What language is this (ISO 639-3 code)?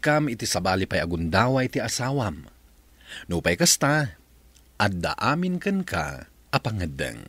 ilo